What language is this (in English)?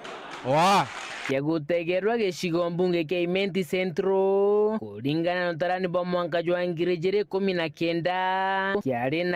Meru